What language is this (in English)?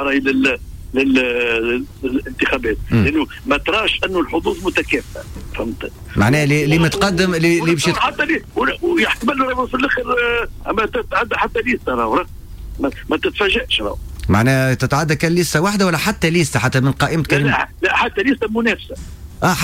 Tunisian Arabic